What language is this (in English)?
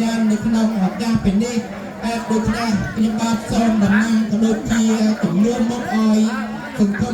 Khmer